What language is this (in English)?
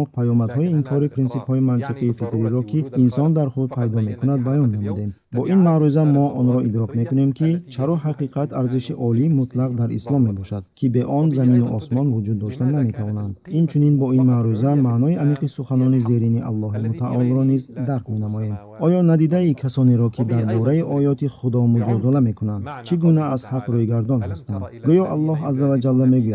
Tajik